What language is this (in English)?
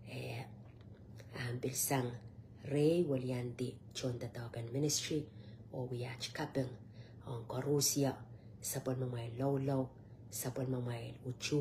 Pohnpeian